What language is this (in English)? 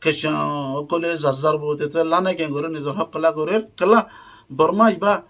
Rohingya